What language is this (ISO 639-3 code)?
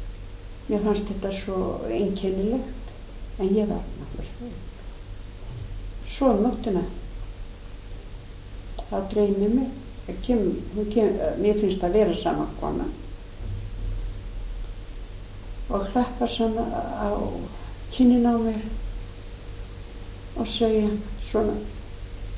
isl